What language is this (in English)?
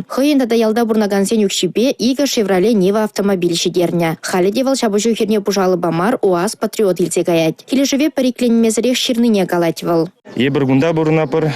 Chuvash